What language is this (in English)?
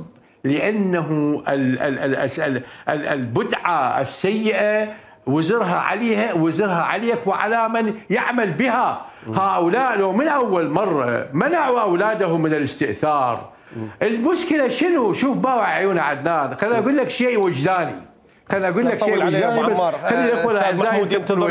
Mesopotamian Arabic